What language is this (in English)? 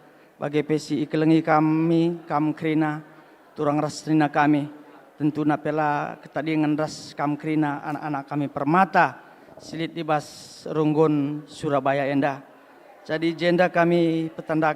Batak Karo